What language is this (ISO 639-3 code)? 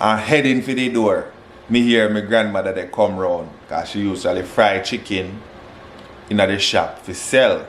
jam